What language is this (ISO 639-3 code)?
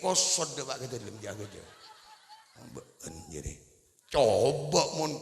mad